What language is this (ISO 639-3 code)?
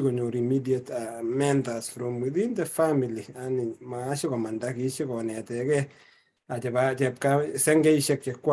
kln